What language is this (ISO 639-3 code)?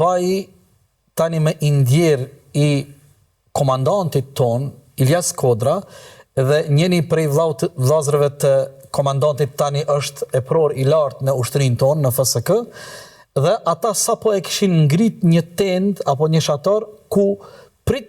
sqi